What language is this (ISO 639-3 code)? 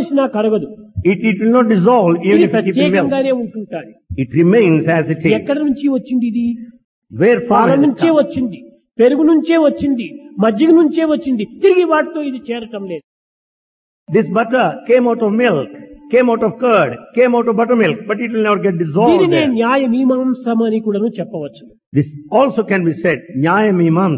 tel